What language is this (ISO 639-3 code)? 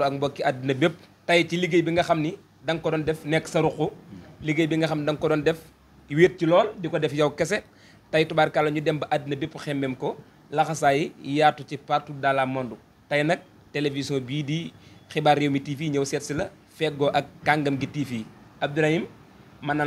wol